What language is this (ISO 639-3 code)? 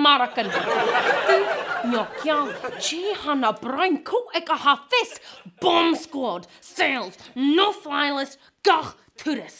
gla